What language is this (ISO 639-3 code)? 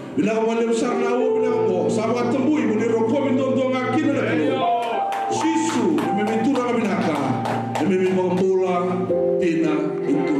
fij